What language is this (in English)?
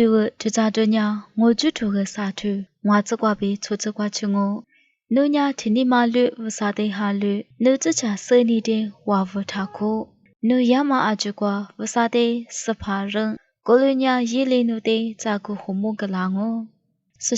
Lisu